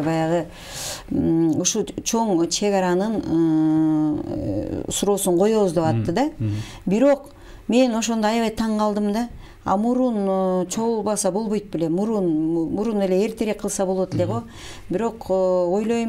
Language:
Kyrgyz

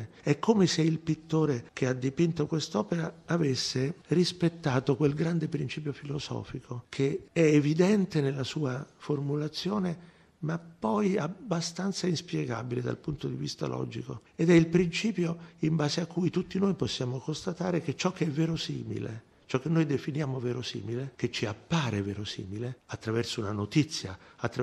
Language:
Italian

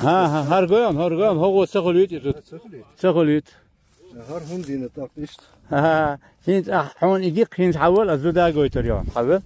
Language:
Chechen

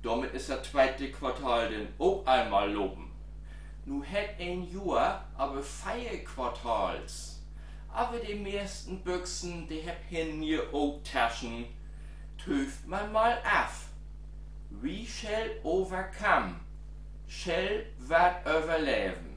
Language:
Low German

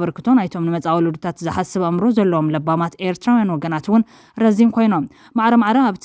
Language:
Tigrinya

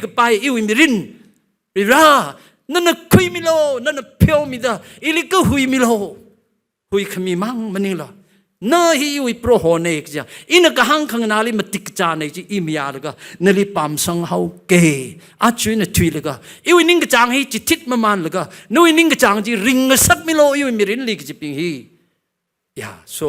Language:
Tangkhul Naga (India)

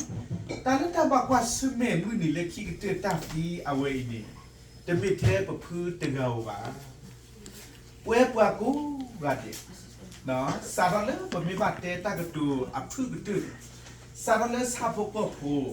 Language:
S'gaw Karen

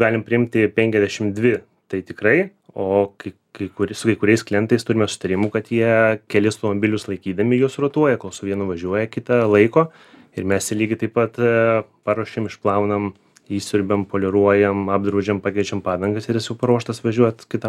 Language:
Lithuanian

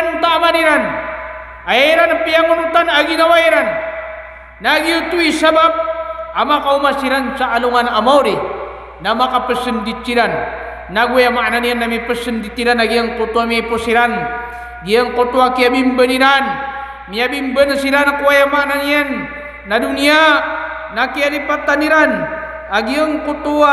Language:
Maranao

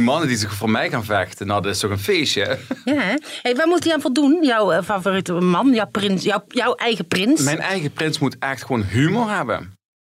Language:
Dutch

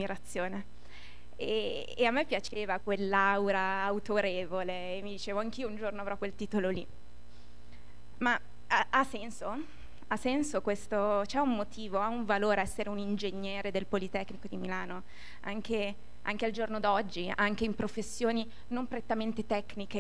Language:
Italian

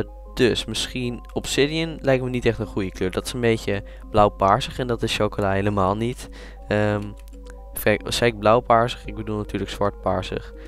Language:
Dutch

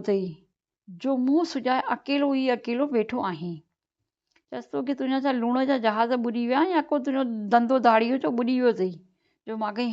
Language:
Sindhi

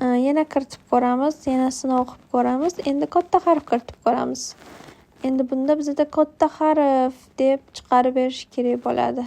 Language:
Uzbek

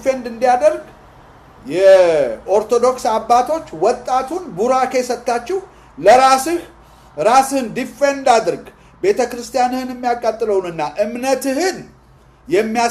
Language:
Amharic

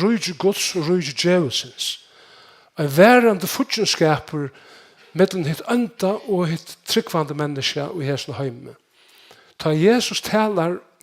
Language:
Faroese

